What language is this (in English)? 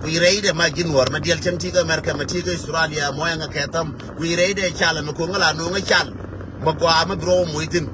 Nuer